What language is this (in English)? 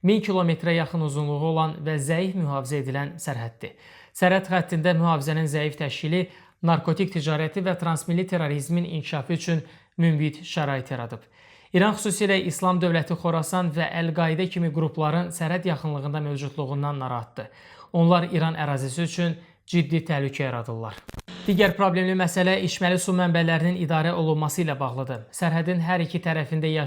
Azerbaijani